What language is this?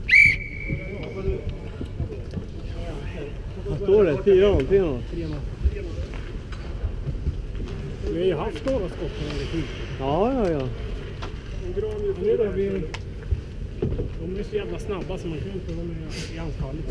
Swedish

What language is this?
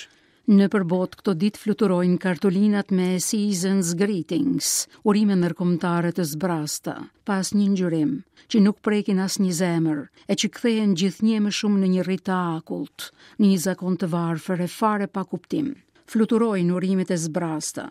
Albanian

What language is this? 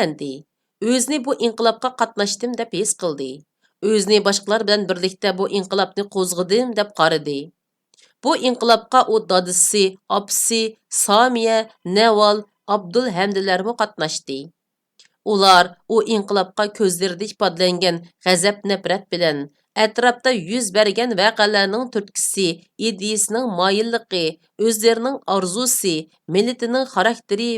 Uyghur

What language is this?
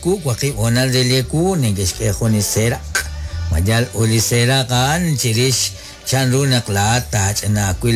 Kekchí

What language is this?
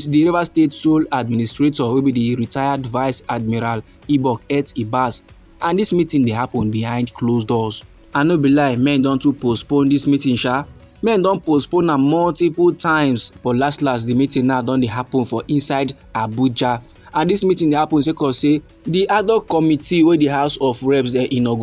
Nigerian Pidgin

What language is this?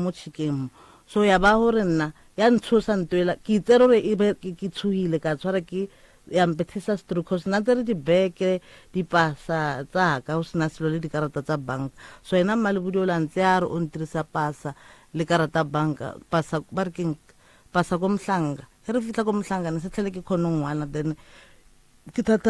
Northern Sotho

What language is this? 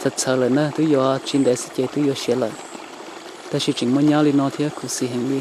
Hmong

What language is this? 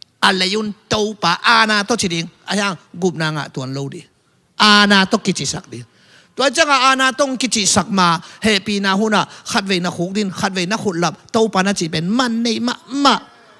Tedim Chin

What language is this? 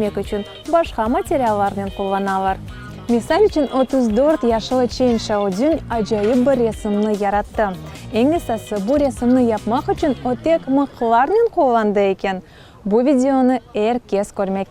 Crimean Tatar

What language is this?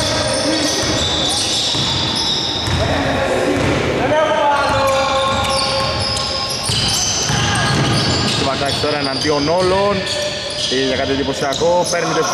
Greek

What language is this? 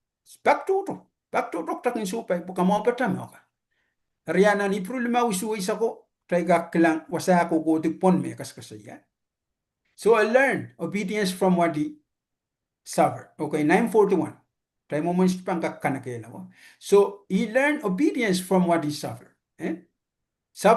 Pohnpeian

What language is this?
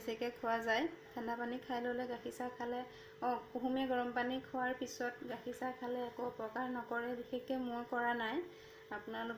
Assamese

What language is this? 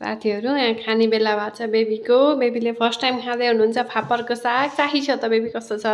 Nepali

